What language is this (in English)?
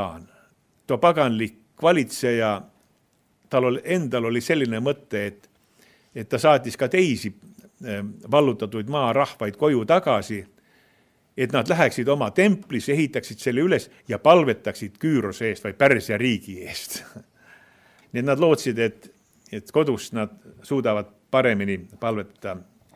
Estonian